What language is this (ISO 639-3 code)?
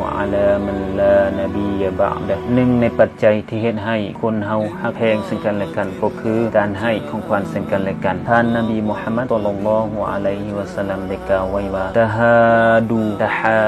lao